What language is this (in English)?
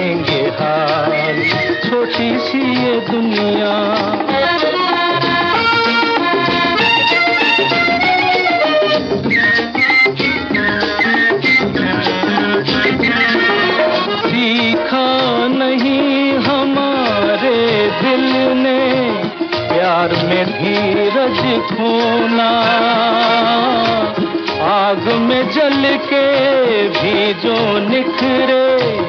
Hindi